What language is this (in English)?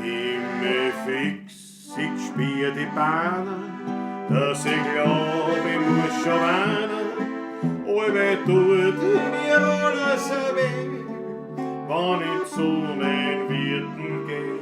Bavarian